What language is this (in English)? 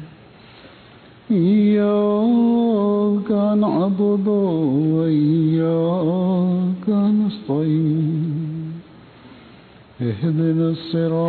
Bangla